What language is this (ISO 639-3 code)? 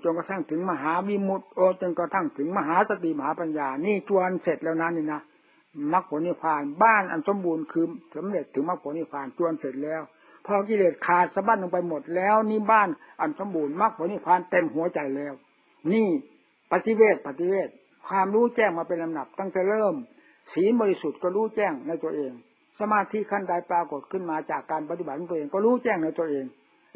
tha